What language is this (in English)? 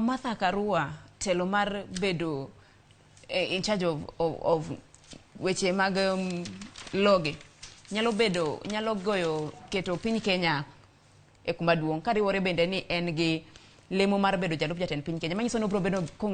Luo (Kenya and Tanzania)